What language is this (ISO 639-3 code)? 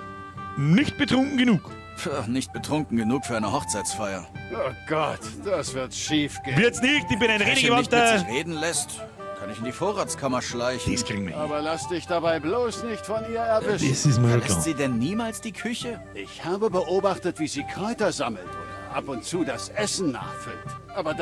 bar